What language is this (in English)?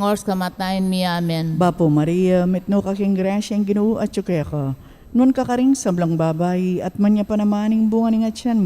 Pampanga